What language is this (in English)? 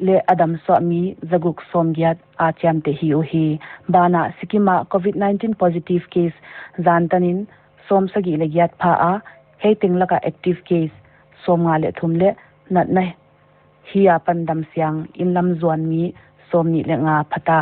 Paite Chin